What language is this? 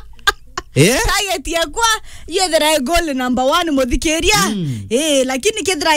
Meru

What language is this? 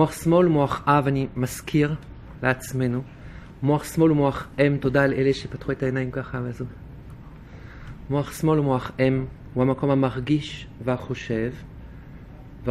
Hebrew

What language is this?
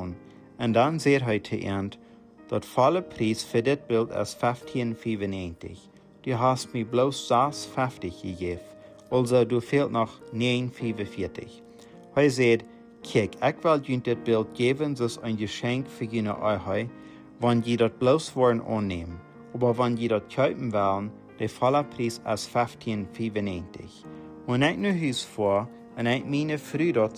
Plautdietsch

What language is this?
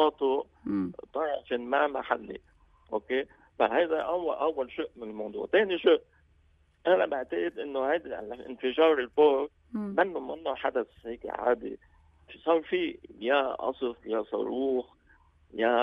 North Levantine Arabic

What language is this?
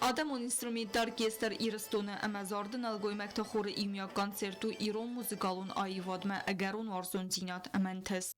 Ossetic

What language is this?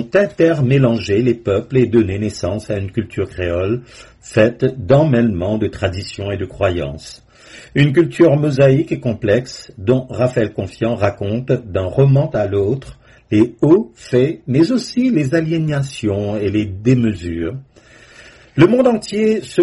French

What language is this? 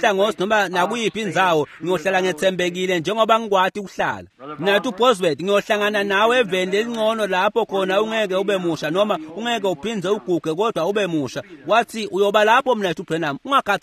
Swati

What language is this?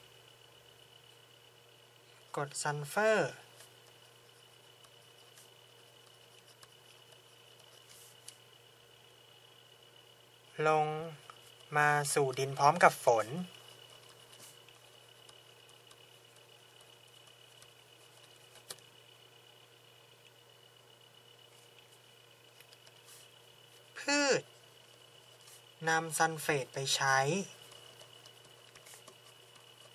Thai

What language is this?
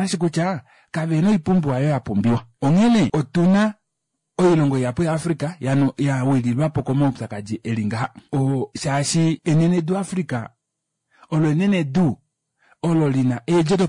Kuanyama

